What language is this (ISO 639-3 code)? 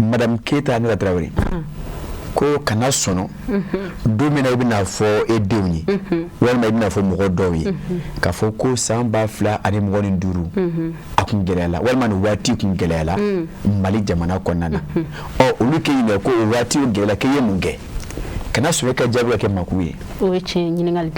bam